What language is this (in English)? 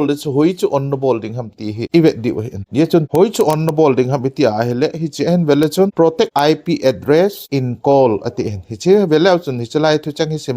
Thado Chin